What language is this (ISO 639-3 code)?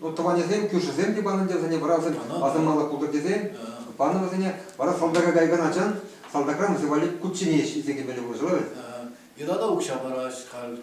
chv